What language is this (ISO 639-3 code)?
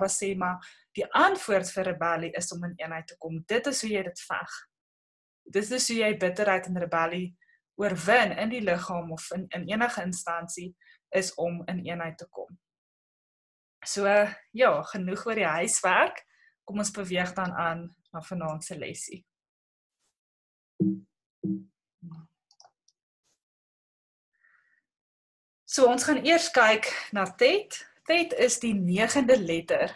afr